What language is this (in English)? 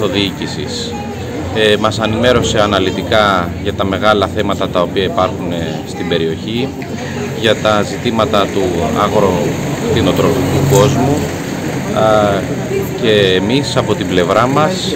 Greek